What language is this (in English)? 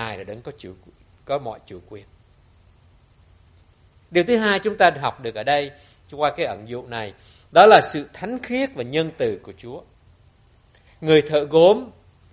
Vietnamese